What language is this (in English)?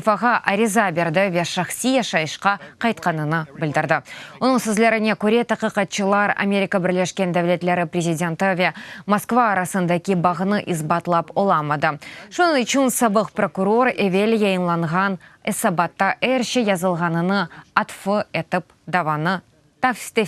Crimean Tatar